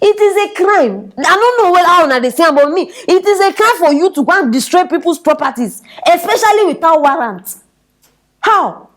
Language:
Nigerian Pidgin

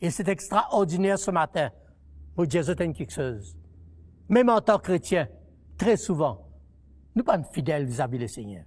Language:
Morisyen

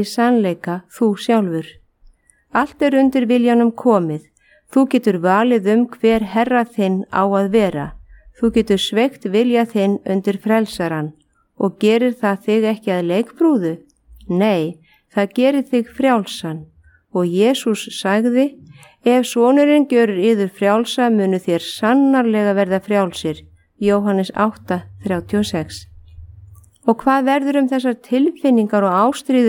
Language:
Icelandic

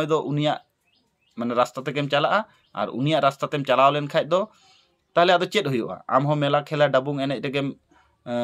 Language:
Santali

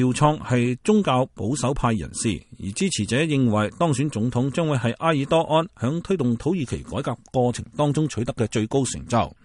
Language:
Cantonese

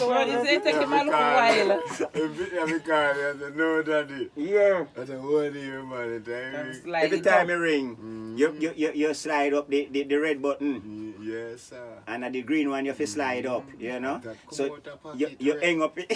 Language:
Jamaican Creole English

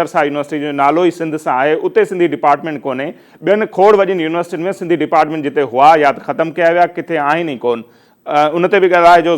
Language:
Sindhi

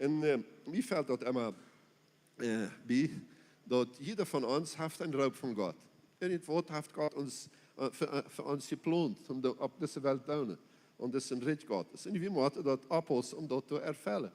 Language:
Plautdietsch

